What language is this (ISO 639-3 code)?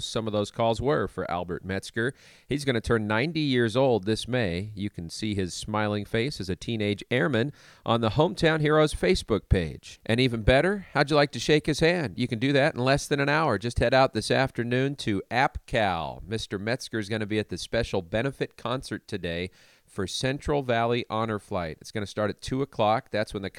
eng